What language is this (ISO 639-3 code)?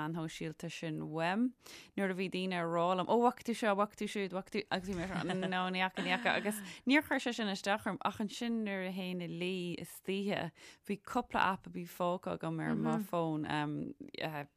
gle